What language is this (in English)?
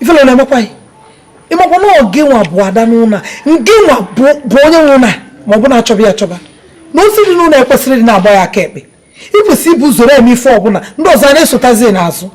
Igbo